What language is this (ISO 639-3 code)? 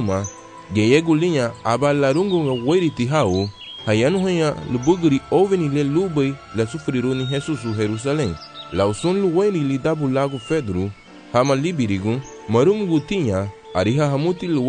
cab